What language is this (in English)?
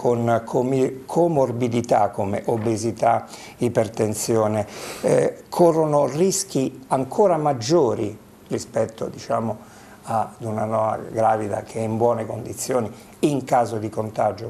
Italian